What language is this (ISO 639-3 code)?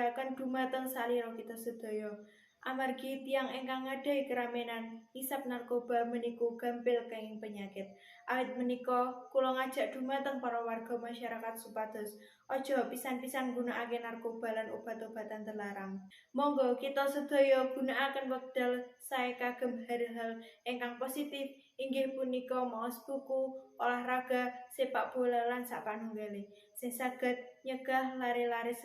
jav